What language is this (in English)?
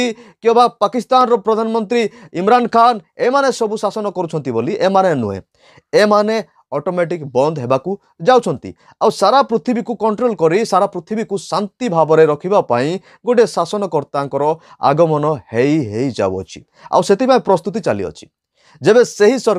Odia